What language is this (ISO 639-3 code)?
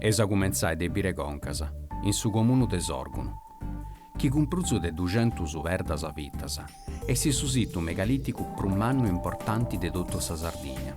srd